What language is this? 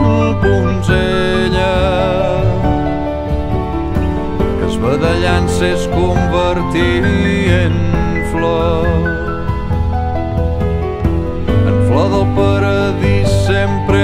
Catalan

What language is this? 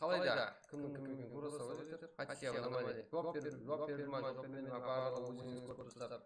Kara-Kalpak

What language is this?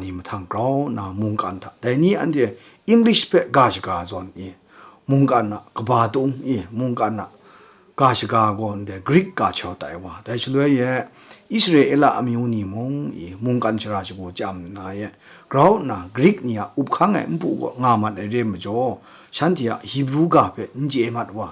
Kachin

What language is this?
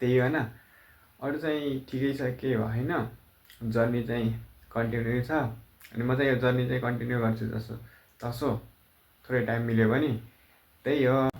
Nepali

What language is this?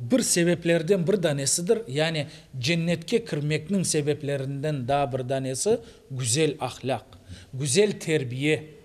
Crimean Tatar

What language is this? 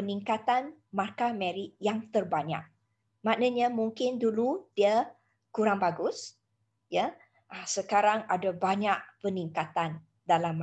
Malay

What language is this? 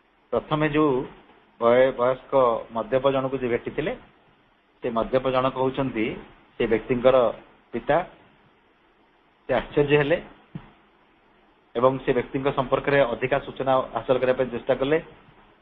Odia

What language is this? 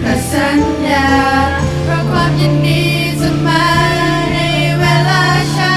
Lahu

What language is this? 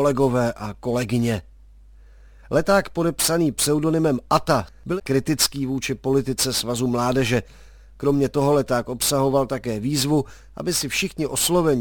Czech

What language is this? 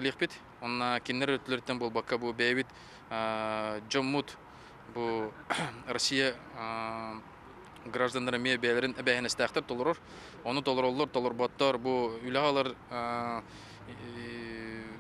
Yakut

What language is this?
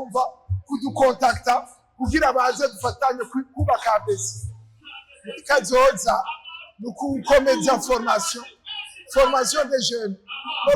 Rundi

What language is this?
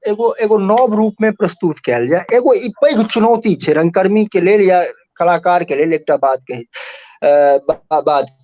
Maithili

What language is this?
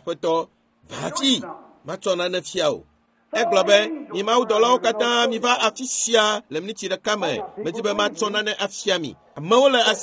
Ewe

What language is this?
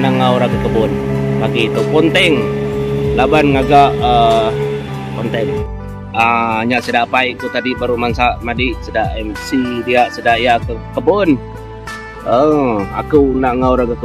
Iban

